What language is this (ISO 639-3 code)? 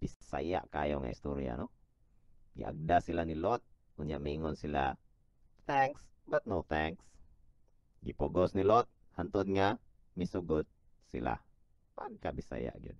ceb